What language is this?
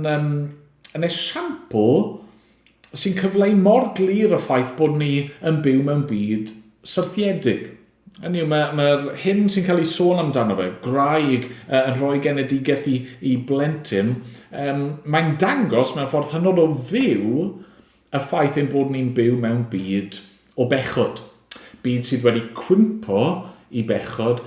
Welsh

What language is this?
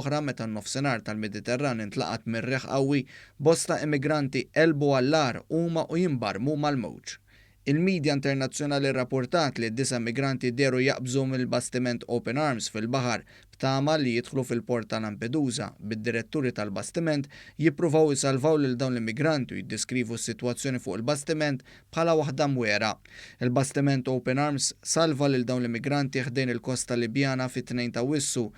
Maltese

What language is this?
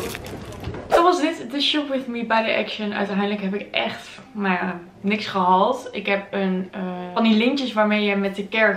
Dutch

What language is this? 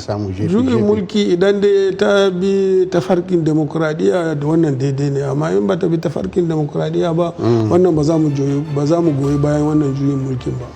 Hausa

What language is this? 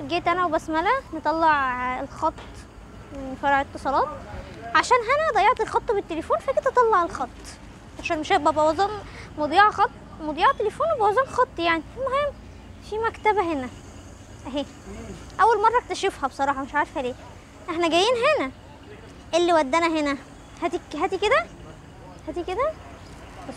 Egyptian Arabic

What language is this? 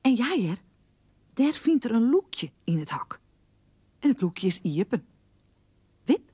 Western Frisian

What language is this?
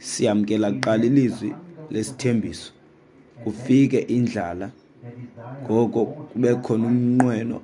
Xhosa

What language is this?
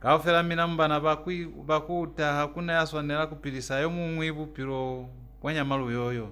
Lozi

